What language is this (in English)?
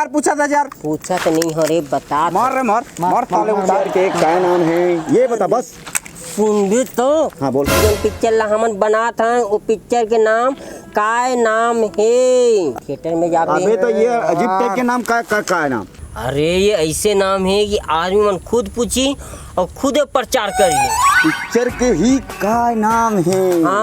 Chhattisgarhi